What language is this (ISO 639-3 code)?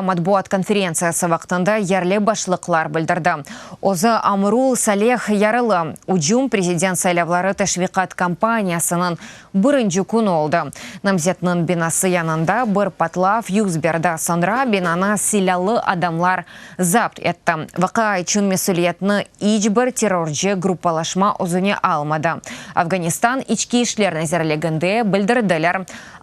crh